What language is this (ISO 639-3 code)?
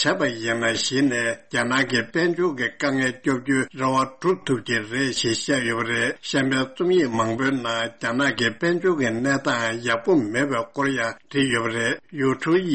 bod